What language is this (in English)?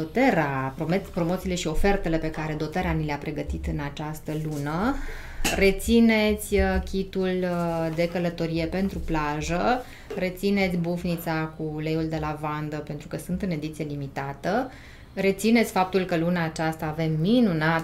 Romanian